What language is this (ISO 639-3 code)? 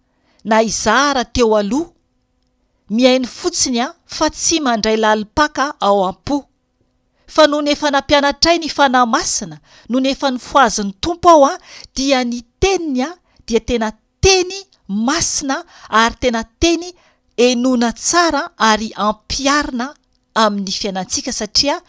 mlg